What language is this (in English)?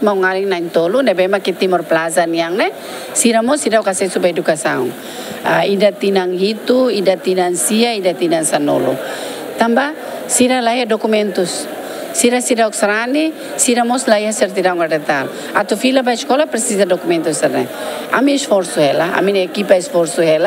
Tetum